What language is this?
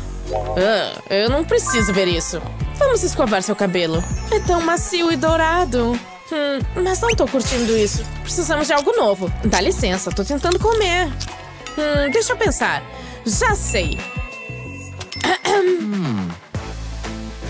Portuguese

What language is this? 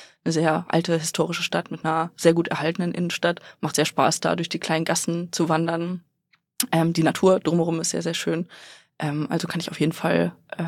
German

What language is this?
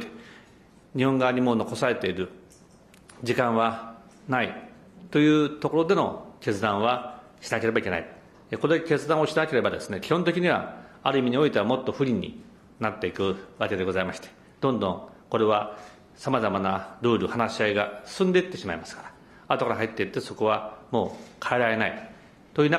Japanese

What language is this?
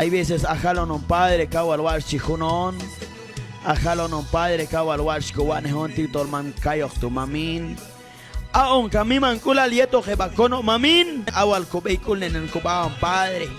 Q'anjob'al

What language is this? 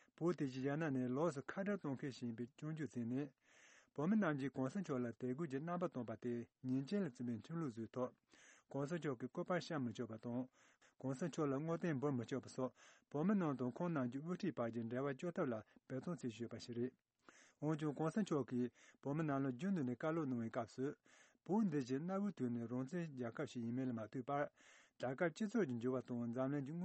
Tibetan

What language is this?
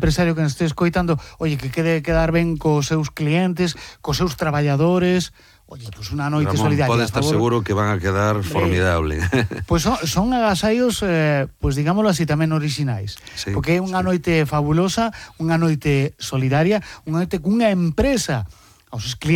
Galician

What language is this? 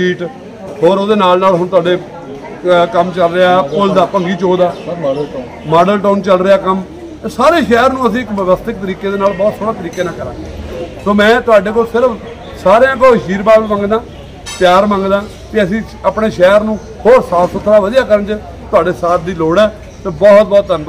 Punjabi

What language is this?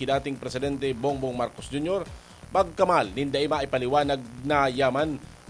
Bikol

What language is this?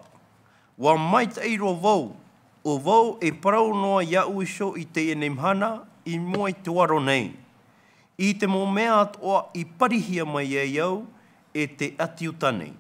Tahitian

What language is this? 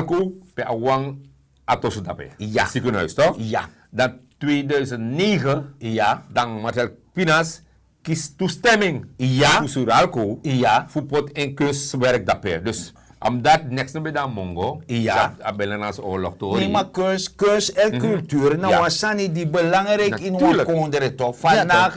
Sranan Tongo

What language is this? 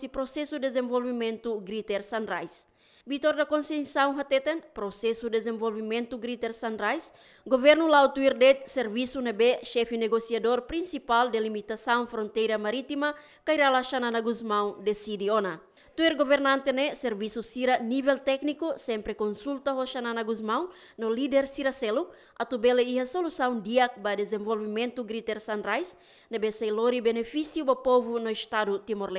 Tetum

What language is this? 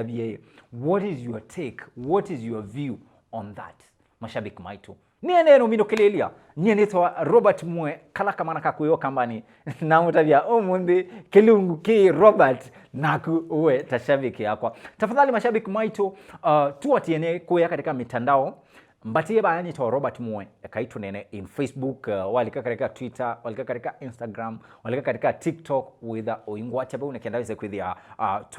Kamba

